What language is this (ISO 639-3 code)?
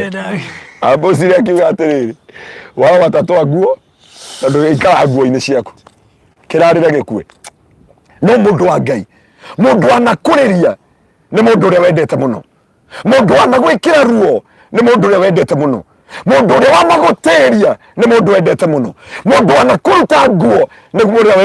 kik